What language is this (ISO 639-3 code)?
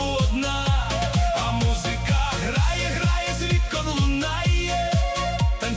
ukr